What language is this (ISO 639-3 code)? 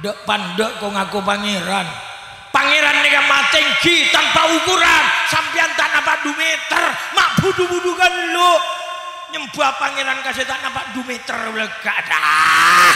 mad